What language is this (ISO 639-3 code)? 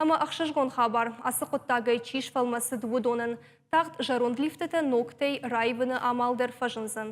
oss